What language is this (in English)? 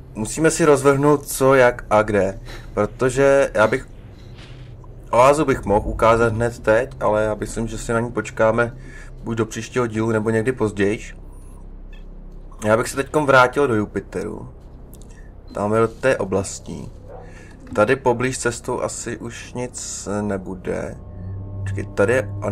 Czech